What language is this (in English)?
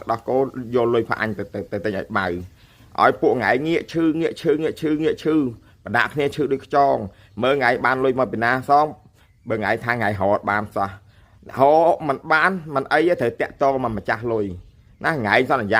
Khmer